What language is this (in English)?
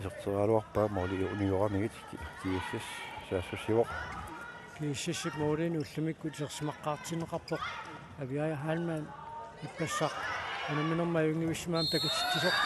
Kalaallisut